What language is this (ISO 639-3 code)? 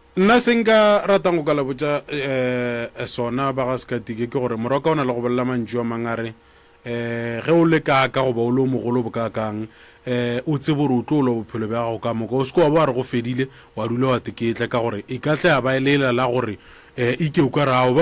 nso